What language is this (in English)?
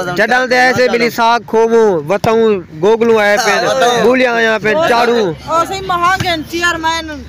Saraiki